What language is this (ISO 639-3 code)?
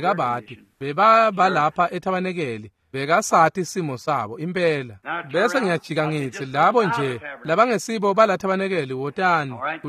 ssw